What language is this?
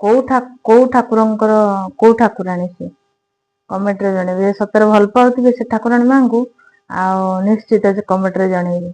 Odia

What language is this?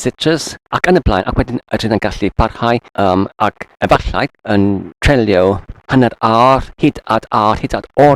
Welsh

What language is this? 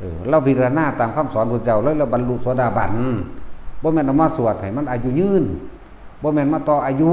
Northeastern Thai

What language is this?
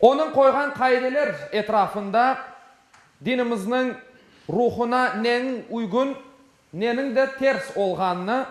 Crimean Tatar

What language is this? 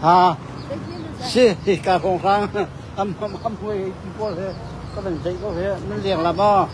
Hakha Chin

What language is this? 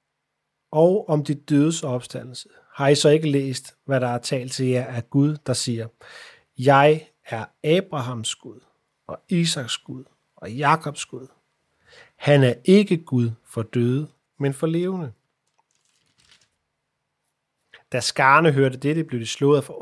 Danish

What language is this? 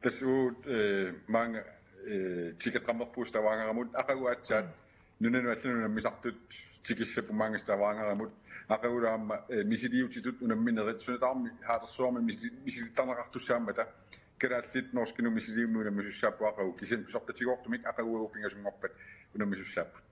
Kalaallisut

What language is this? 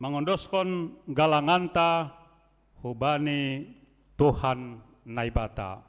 Batak Simalungun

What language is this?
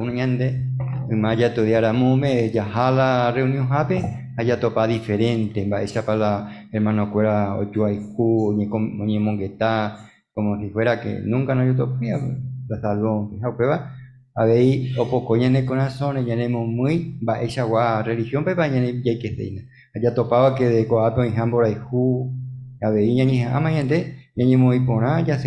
Guarani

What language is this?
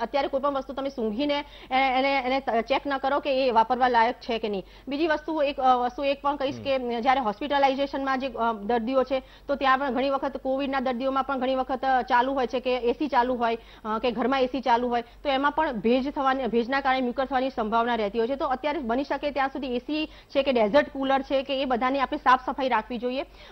Gujarati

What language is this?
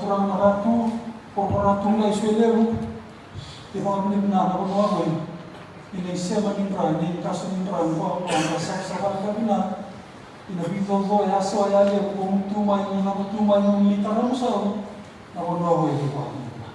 Fijian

